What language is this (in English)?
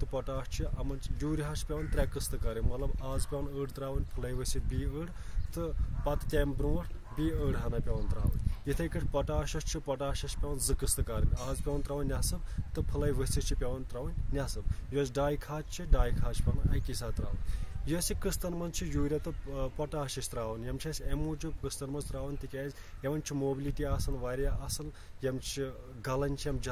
Kashmiri